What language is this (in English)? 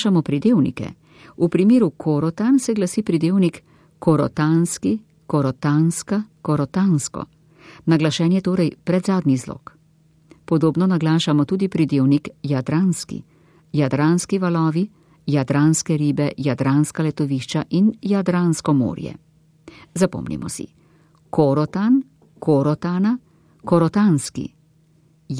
Slovenian